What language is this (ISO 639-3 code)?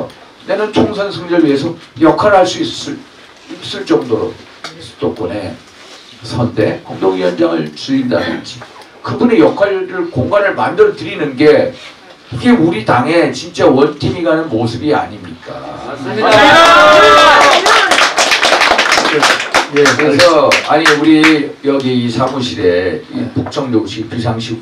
kor